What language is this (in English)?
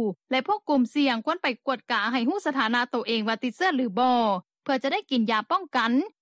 Lao